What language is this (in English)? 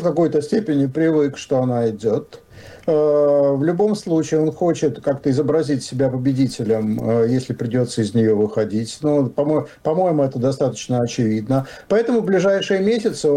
Russian